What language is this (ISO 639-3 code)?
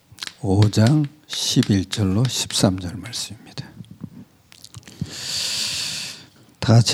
kor